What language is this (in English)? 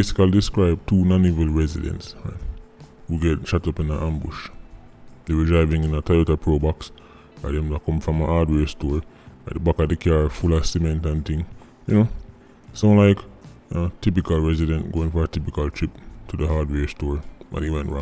Jamaican Creole English